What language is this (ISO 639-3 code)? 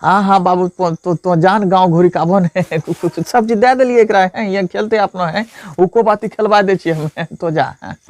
anp